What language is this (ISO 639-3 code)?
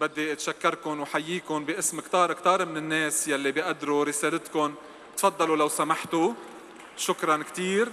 apc